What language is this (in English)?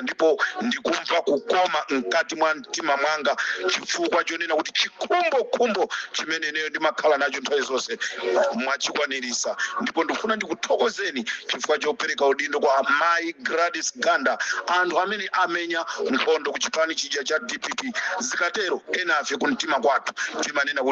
Nyanja